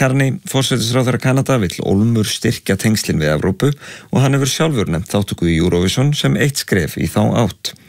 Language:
Icelandic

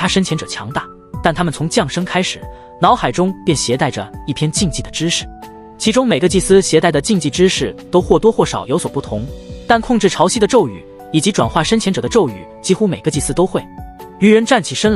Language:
Chinese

